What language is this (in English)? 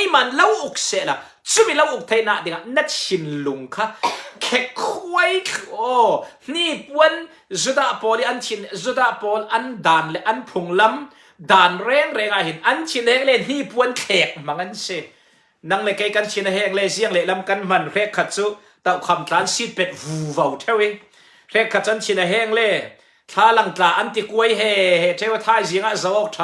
Falam Chin